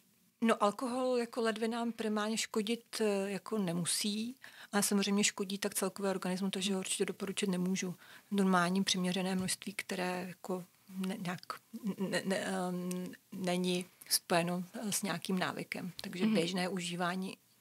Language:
Czech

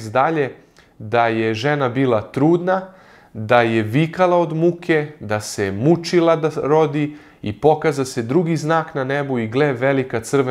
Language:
Serbian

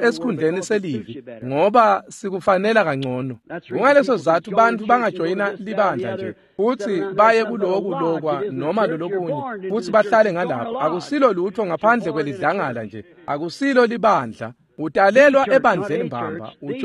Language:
Swati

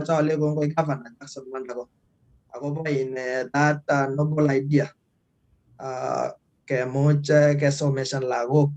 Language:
Kalenjin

